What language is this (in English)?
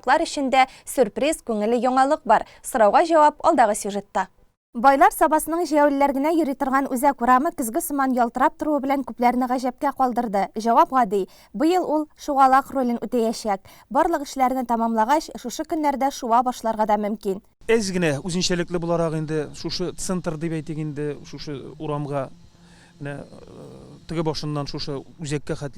Tatar